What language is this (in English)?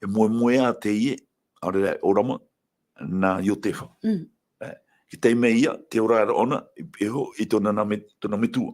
Tahitian